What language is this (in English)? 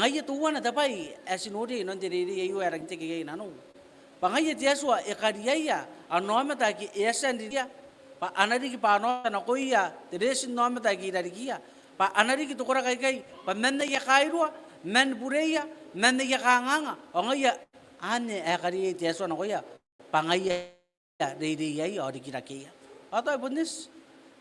Gilbertese